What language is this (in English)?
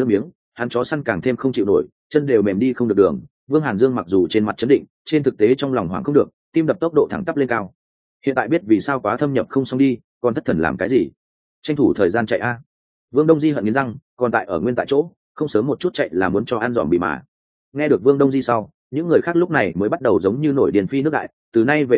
Vietnamese